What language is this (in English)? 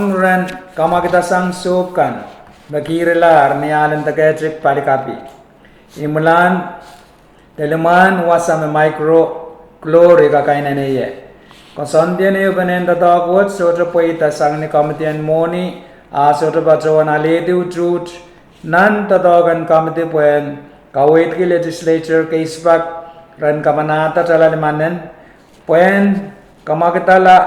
Pohnpeian